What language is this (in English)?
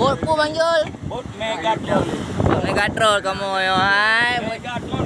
Achinese